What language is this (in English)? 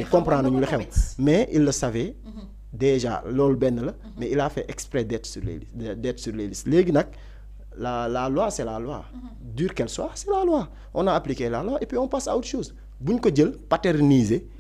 Wolof